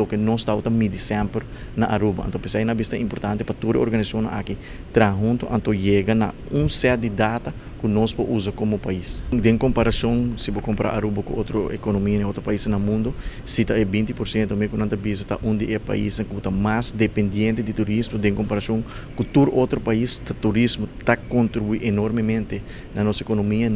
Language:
Papiamento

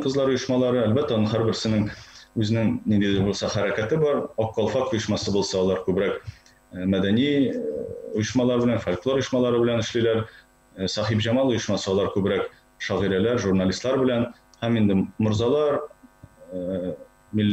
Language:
Tatar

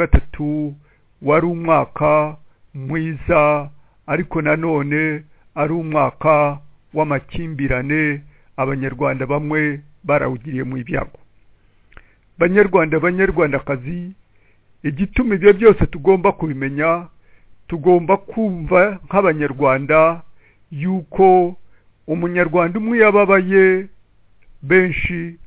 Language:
Kinyarwanda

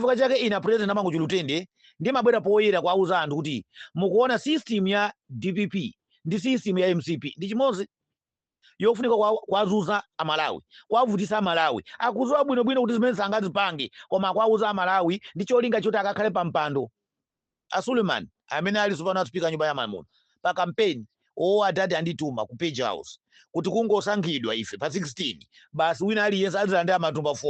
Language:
Nyanja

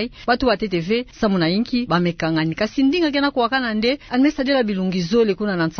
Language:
Kituba (Democratic Republic of Congo)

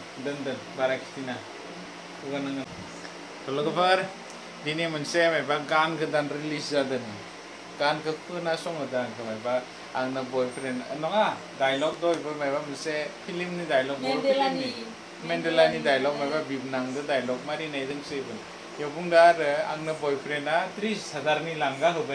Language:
Bodo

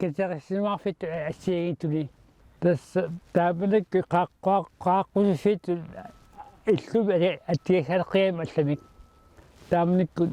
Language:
Kalaallisut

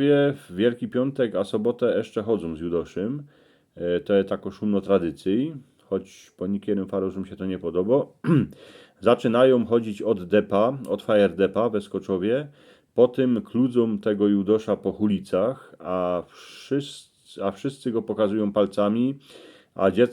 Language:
Silesian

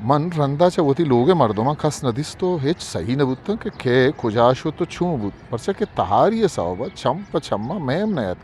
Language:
Eastern Balochi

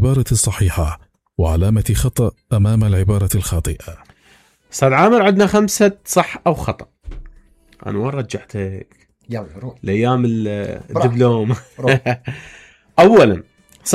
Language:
Mesopotamian Arabic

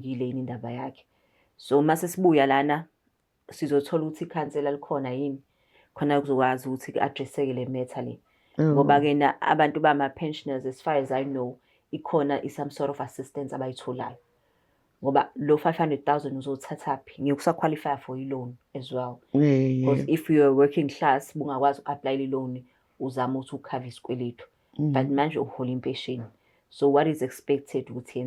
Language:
Zulu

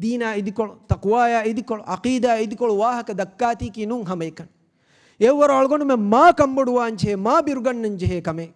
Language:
Divehi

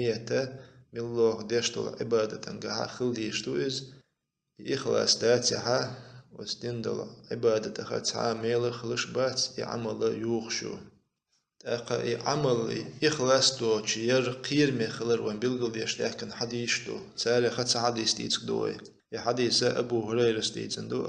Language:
Chechen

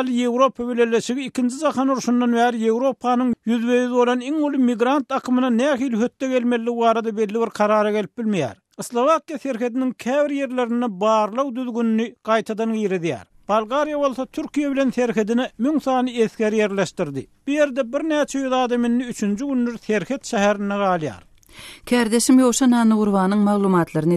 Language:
Turkmen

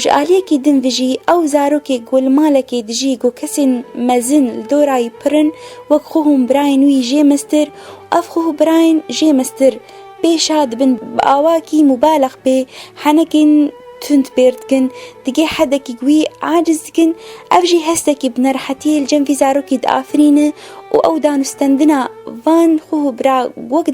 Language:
Kurdish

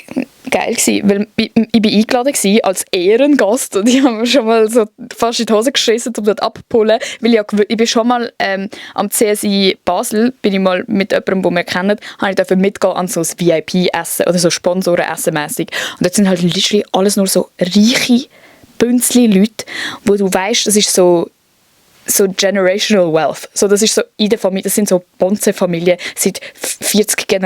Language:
Swiss German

